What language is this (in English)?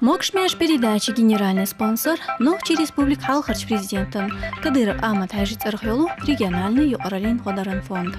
Chechen